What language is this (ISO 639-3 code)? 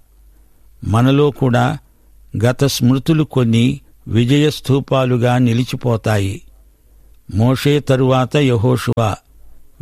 tel